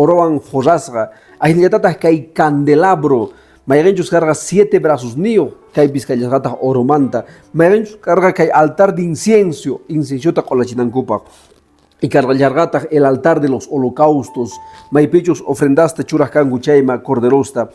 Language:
Quechua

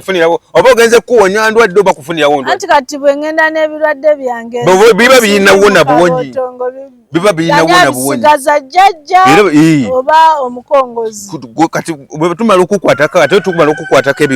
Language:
Ganda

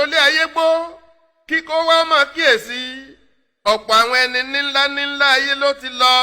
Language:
Yoruba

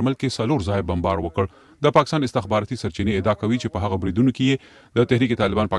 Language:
Pashto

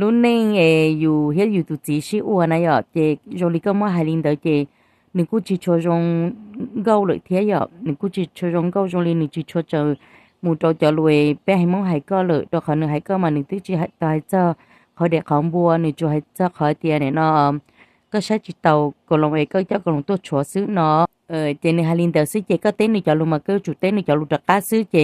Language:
Hmong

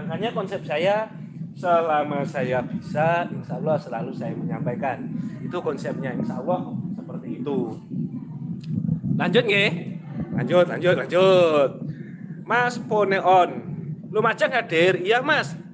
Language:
Indonesian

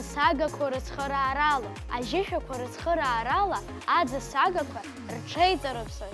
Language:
Abkhazian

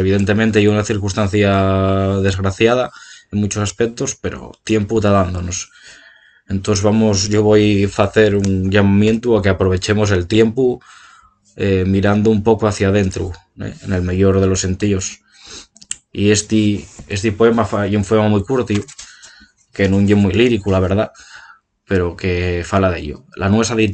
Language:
Asturian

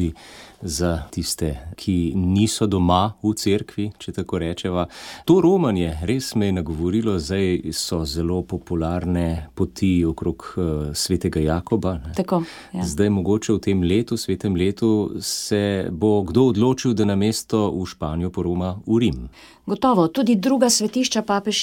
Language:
Slovenian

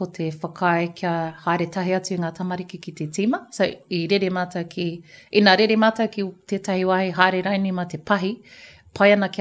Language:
Māori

